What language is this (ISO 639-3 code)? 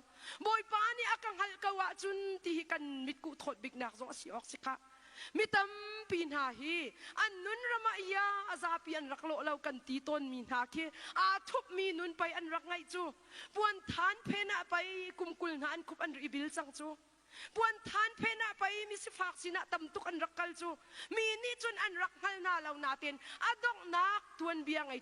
cnh